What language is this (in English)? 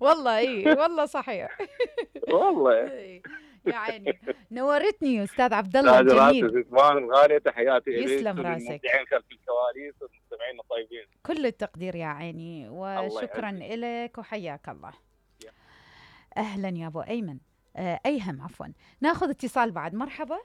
Mesopotamian Arabic